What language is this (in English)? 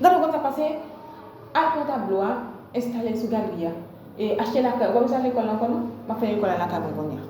Haitian Creole